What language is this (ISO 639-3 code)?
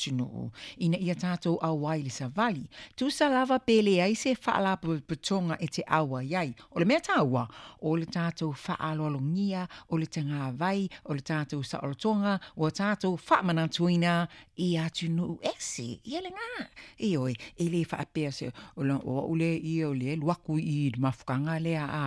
smo